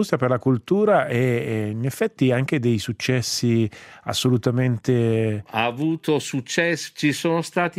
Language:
Italian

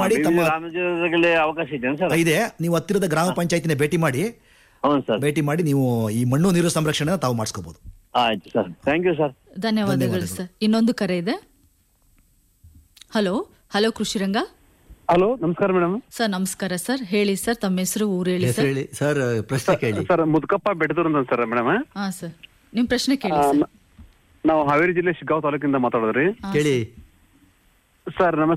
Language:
Kannada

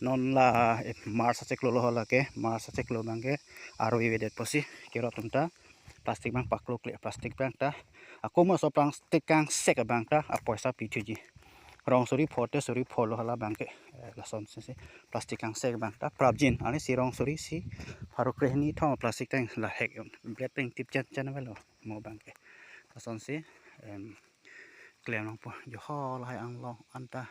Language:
Karbi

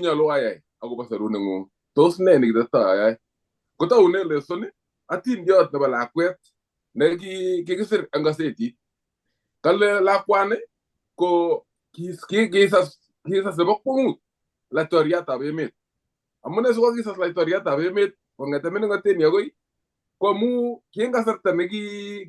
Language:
Kalenjin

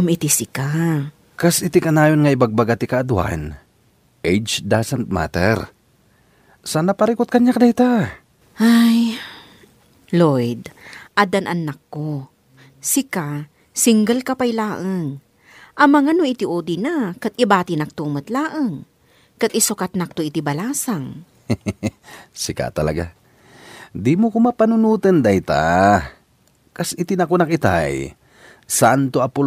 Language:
Iloko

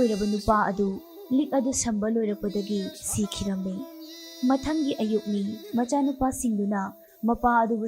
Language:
Manipuri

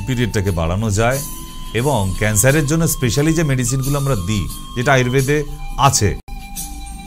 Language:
Bangla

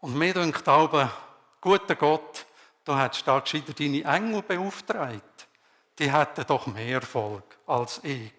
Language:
Swiss German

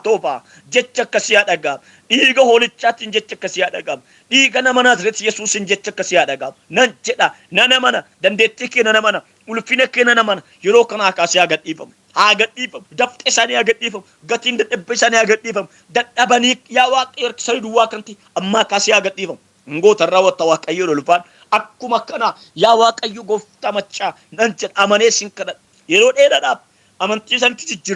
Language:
Oromo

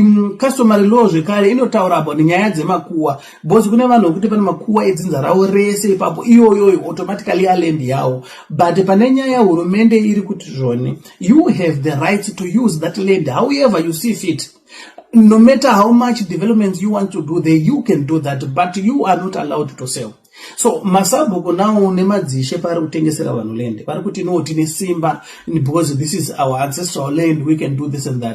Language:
Shona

